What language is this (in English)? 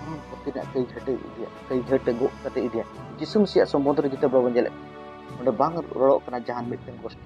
Santali